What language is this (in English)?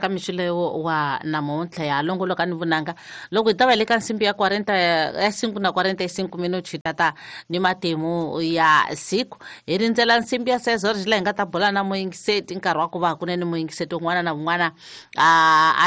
Tsonga